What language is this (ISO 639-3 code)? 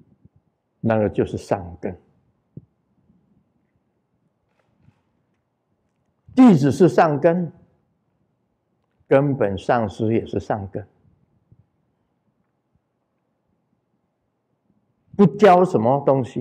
zho